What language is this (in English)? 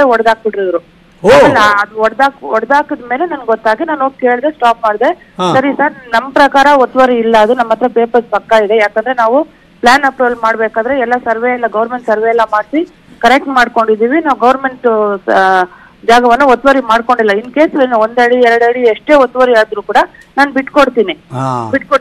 Kannada